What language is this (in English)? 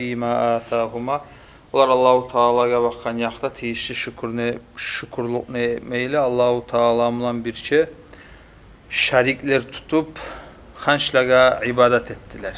Kumyk